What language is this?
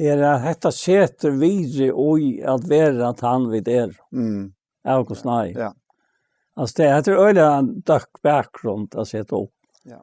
Faroese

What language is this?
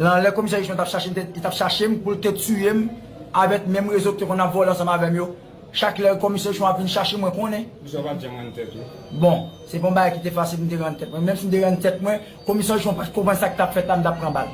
Haitian Creole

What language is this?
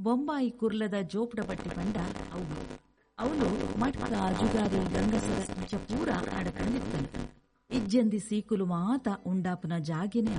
Tulu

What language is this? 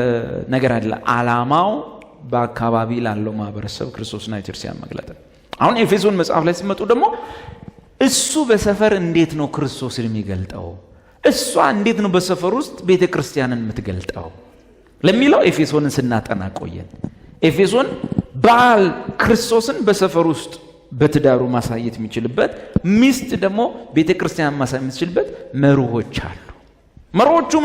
Amharic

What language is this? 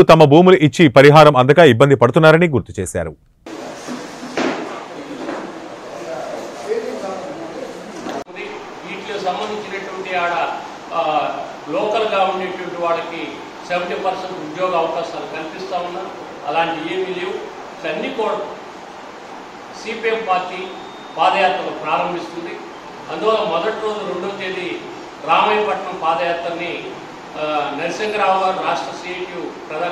Telugu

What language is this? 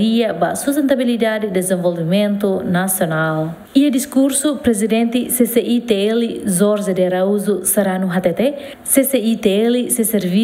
Tetum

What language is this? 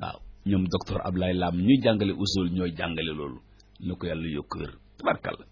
Wolof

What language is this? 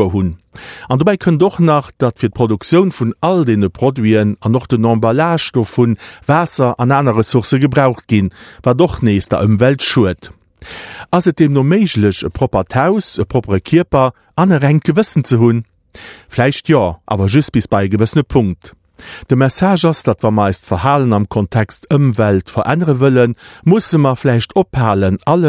Luxembourgish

